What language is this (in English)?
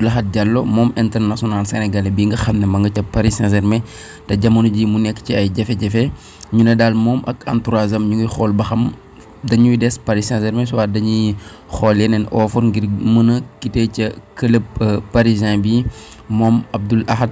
Wolof